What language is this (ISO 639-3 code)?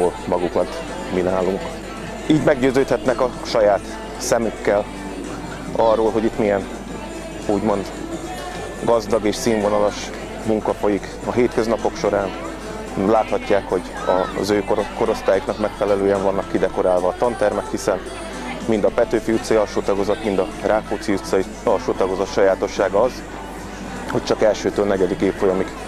hun